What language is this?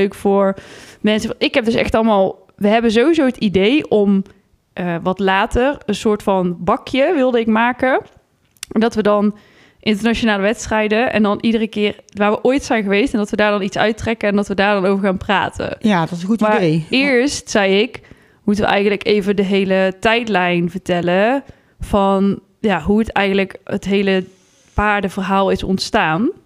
Dutch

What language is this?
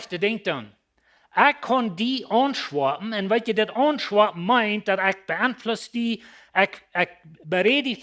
Plautdietsch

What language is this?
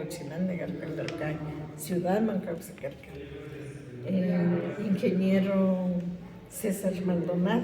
Imbabura Highland Quichua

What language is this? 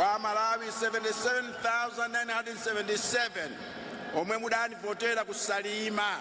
Nyanja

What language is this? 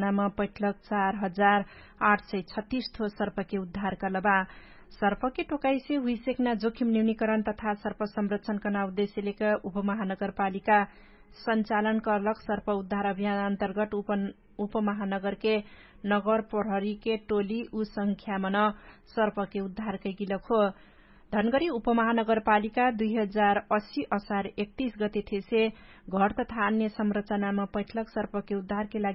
Dangaura Tharu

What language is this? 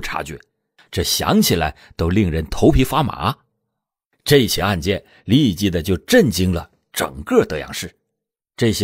Chinese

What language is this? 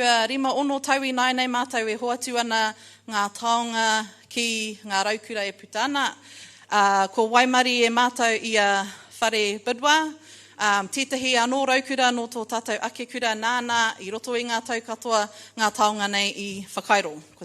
Māori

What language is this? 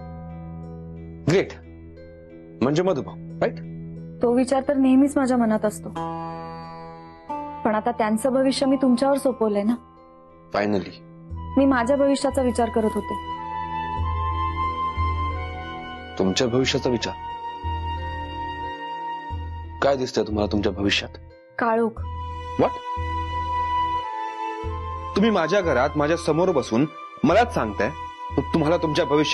Marathi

